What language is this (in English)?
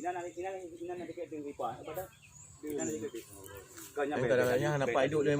Achinese